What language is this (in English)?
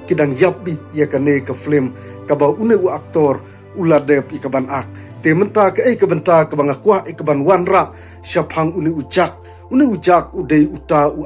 Khasi